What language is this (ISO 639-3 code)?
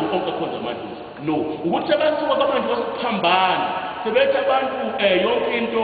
zul